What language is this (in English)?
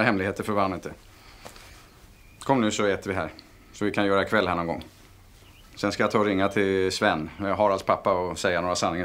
Swedish